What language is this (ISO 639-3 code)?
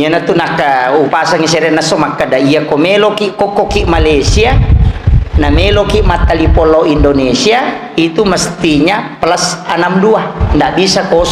bug